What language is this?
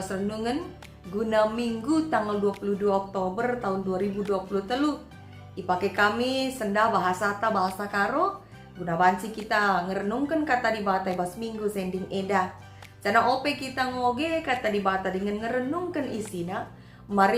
Batak Karo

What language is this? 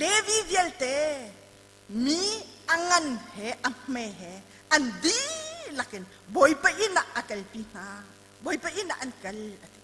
Hakha Chin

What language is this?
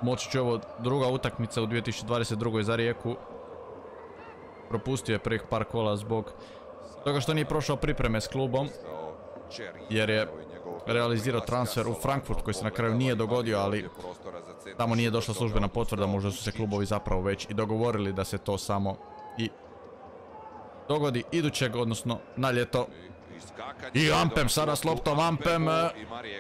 Croatian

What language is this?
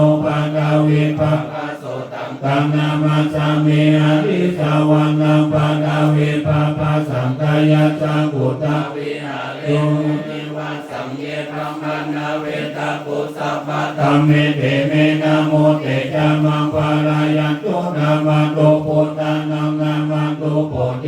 Pali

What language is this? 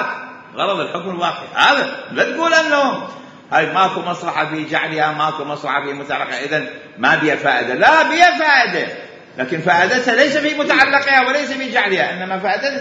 Mesopotamian Arabic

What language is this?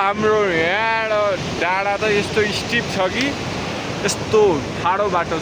Nepali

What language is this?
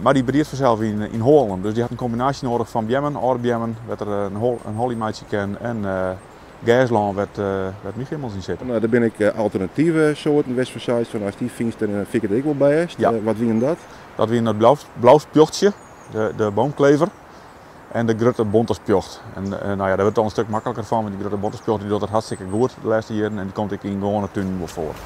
Western Frisian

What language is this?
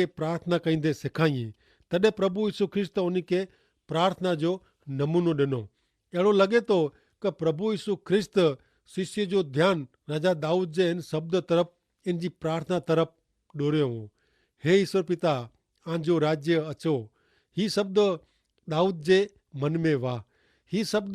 Kachhi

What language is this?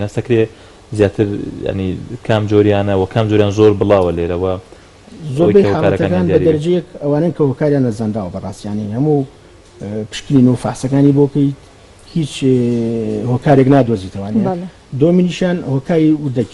Central Kurdish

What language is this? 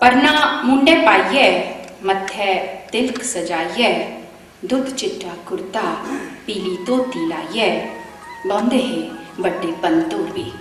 Dogri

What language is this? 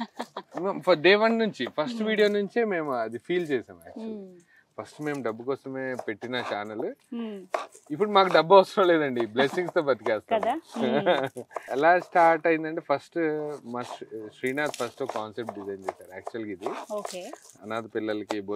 Telugu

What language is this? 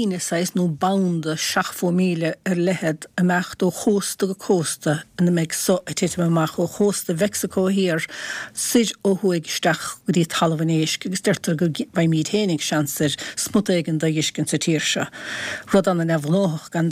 Irish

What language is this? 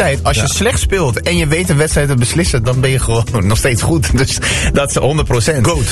Dutch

